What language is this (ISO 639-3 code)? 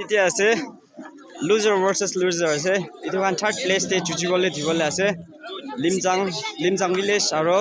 nag